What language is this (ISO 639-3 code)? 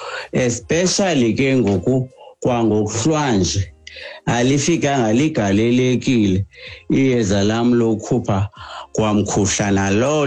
xho